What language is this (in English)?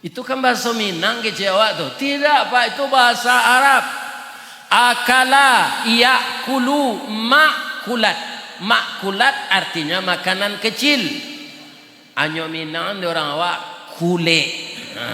Minangkabau